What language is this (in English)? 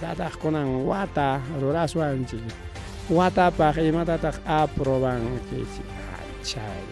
Ayacucho Quechua